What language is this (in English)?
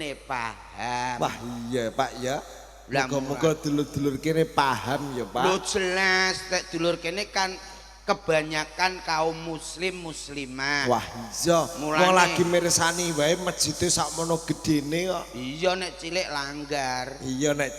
Javanese